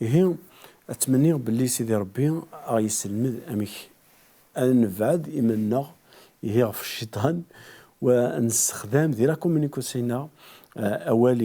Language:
Kabyle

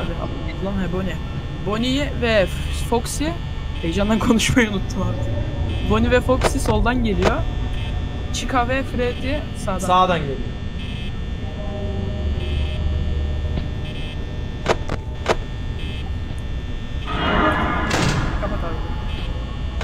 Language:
Turkish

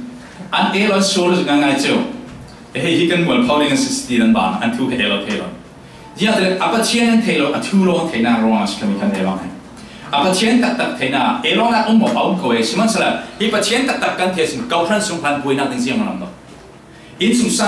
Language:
Falam Chin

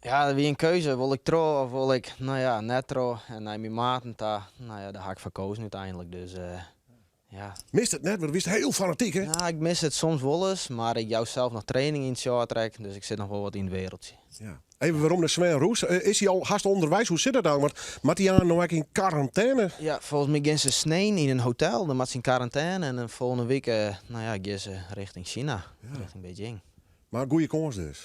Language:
Western Frisian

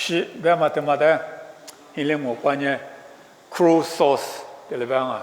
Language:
Lisu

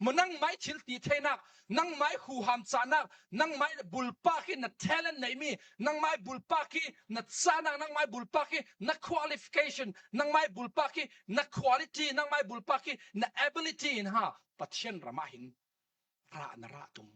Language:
Falam Chin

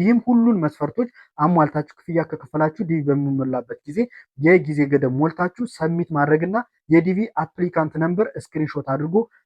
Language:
Amharic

